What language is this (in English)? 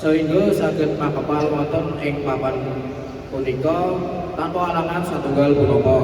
Javanese